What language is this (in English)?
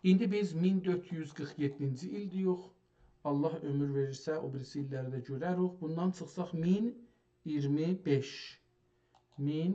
South Azerbaijani